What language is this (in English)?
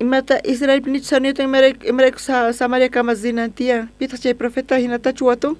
South Bolivian Quechua